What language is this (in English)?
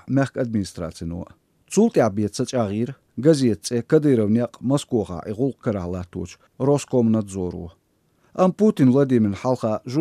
Chechen